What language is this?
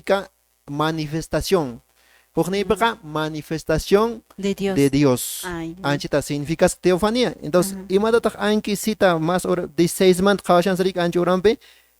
Quechua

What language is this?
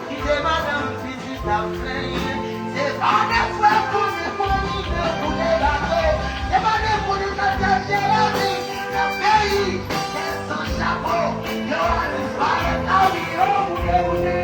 Haitian Creole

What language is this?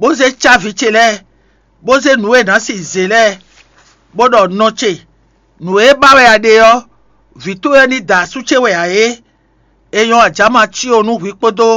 Fon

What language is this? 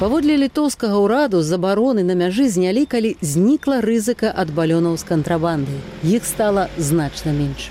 Belarusian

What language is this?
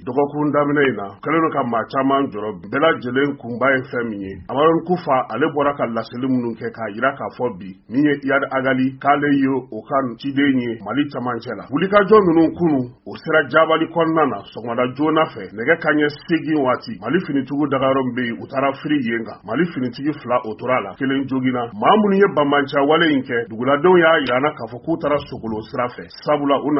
Bambara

